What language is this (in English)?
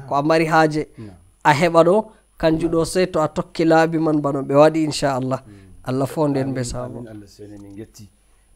Nigerian Fulfulde